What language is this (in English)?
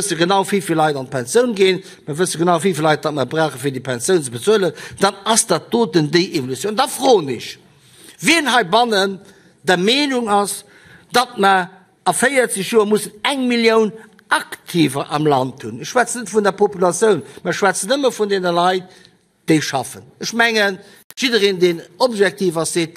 Luxembourgish